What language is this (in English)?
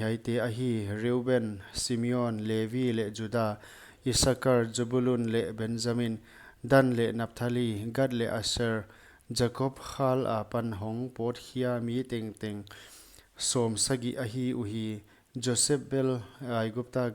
Paite Chin